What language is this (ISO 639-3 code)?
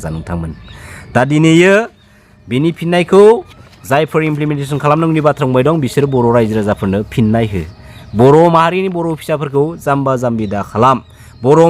brx